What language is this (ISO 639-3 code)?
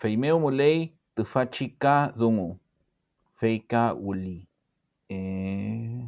arn